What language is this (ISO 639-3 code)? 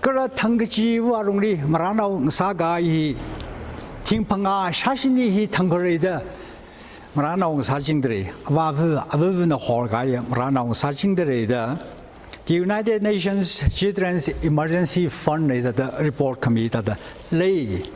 nmf